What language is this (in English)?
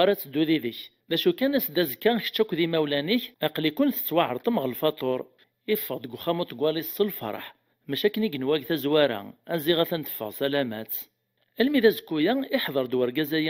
Kabyle